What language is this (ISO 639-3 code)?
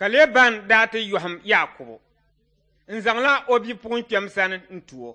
dag